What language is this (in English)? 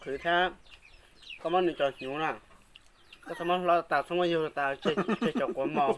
Hmong